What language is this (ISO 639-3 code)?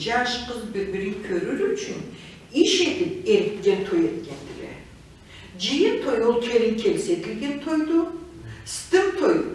krc